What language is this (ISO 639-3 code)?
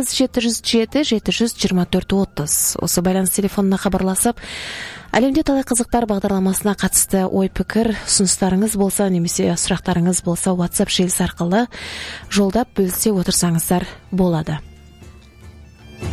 kaz